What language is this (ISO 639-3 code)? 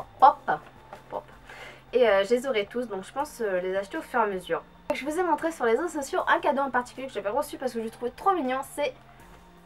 fra